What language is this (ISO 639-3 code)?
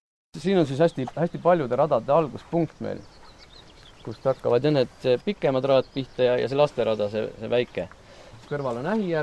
est